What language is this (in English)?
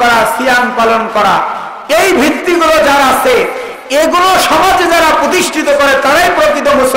Bangla